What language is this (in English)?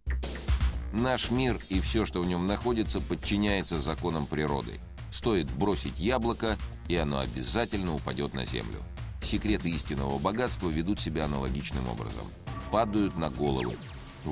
Russian